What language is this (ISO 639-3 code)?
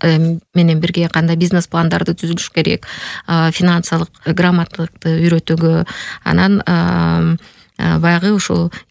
kir